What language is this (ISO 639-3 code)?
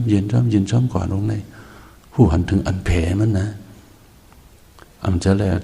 shn